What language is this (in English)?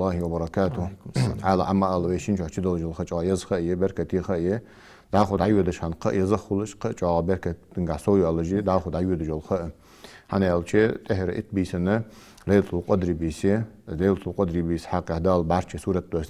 Ingush